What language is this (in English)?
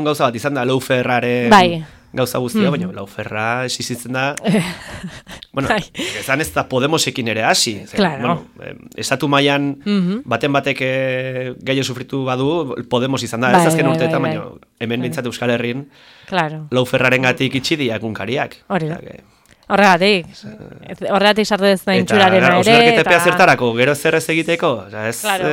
Basque